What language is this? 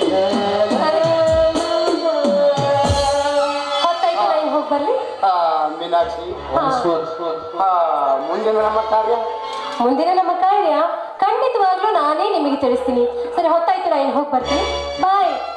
Kannada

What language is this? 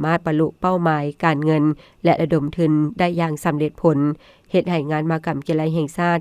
Lao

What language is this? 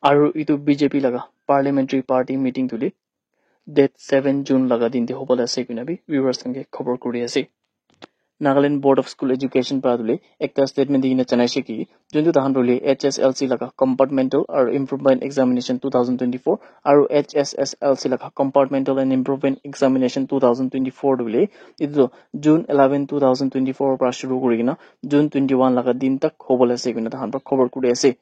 Naga Pidgin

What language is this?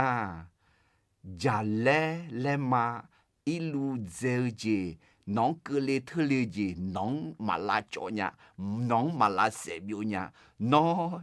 Akha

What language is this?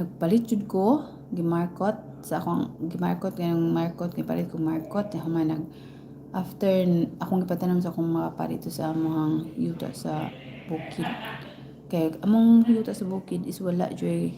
Cebuano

